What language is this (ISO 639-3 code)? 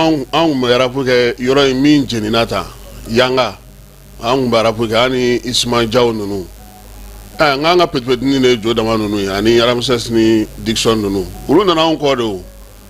bam